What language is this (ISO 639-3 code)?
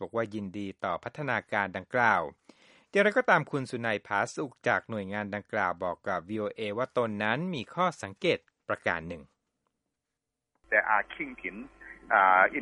tha